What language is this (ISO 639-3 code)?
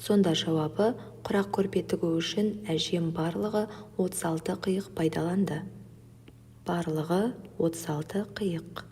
kaz